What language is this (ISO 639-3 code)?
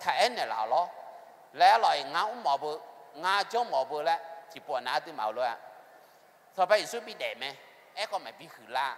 ahk